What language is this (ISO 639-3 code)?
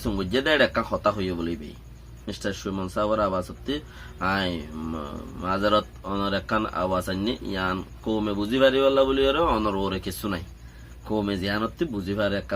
rhg